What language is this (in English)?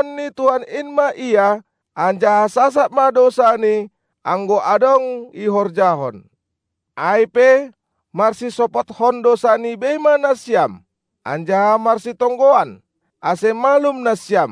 Batak Simalungun